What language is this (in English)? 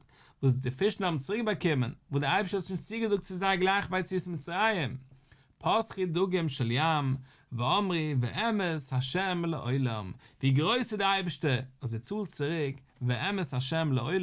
Yiddish